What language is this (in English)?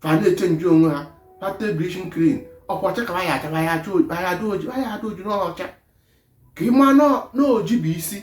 Igbo